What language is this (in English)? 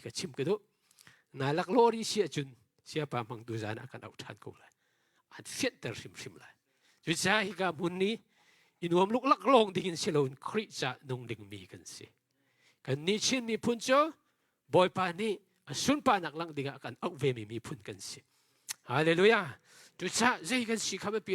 Hakha Chin